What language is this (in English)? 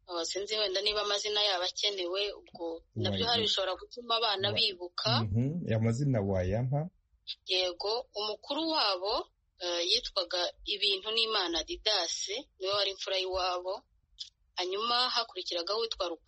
Kinyarwanda